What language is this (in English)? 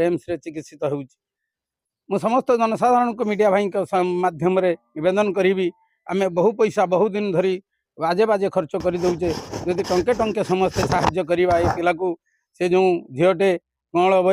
Odia